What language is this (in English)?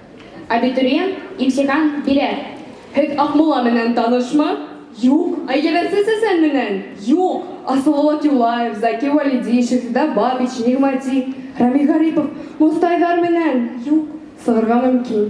Bashkir